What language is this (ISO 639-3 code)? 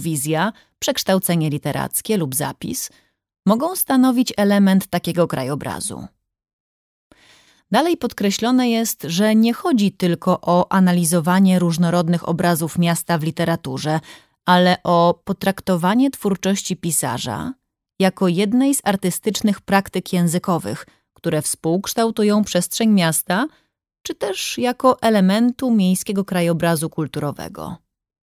pol